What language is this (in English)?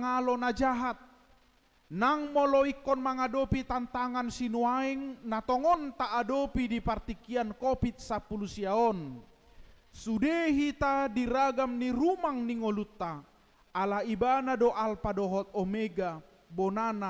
Batak Toba